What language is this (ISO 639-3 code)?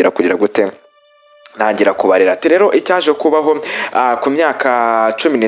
kin